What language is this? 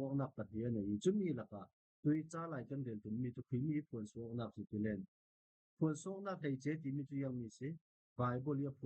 Falam Chin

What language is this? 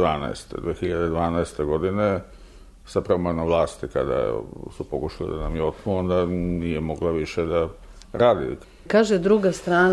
Serbian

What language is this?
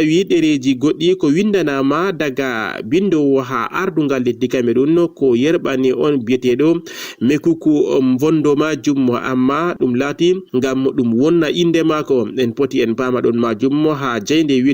Fula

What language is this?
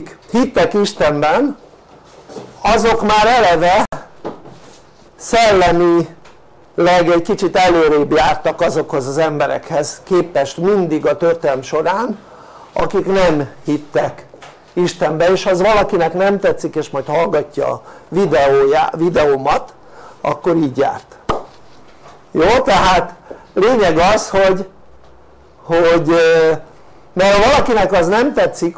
Hungarian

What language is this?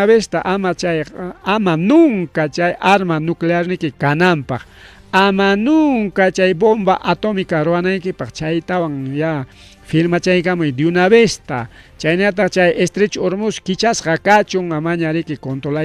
Ayacucho Quechua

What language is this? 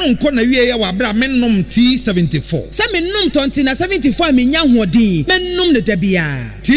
Akan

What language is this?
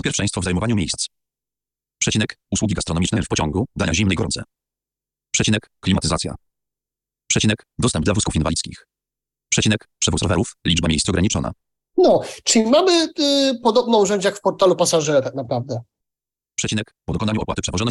Polish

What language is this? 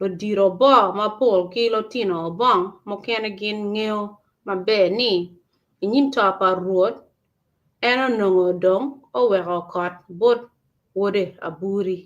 Acoli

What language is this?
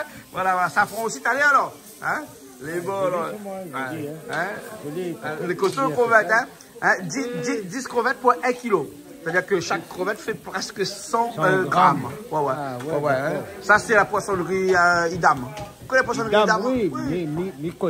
Réunion Creole French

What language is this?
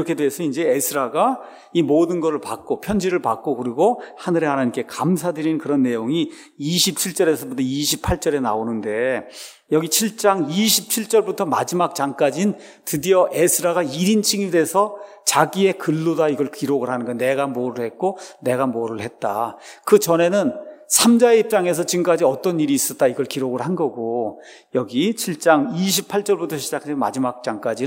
Korean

